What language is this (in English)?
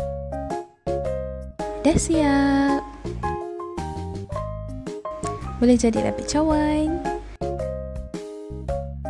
Malay